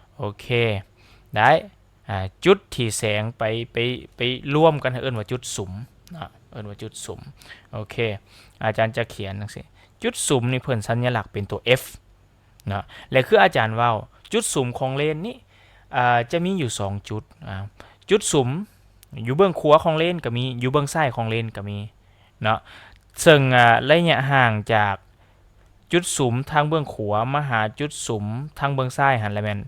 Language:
Lao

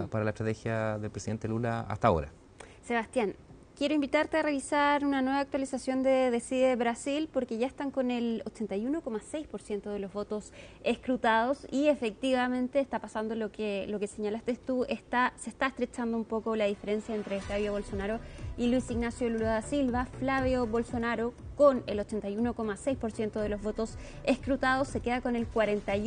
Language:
Spanish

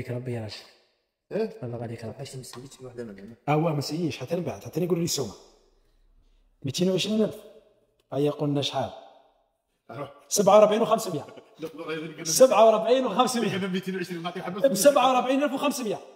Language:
Algerian Arabic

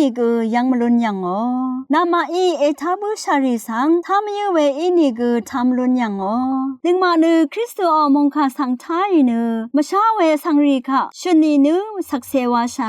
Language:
Rawang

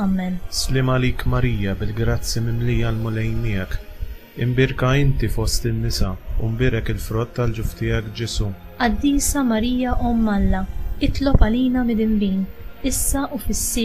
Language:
Maltese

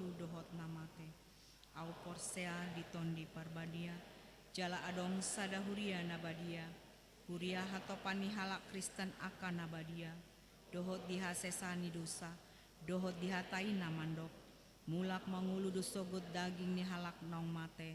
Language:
Batak Toba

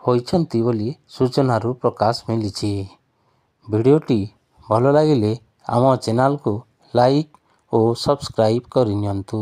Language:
Odia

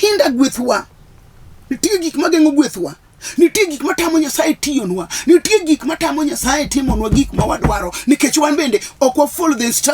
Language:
Luo (Kenya and Tanzania)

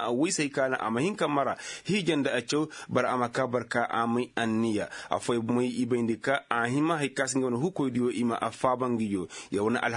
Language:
Koyraboro Senni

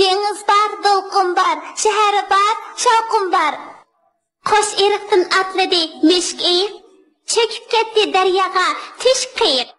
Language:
Uyghur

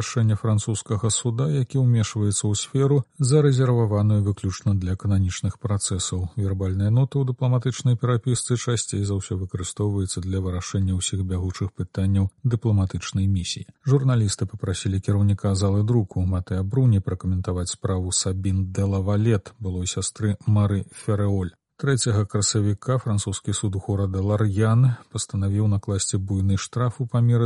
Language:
Belarusian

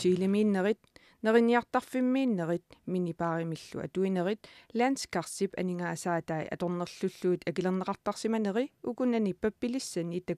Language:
Kalaallisut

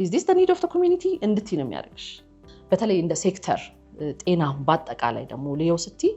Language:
Amharic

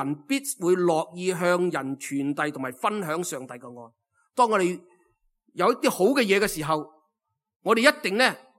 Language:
Cantonese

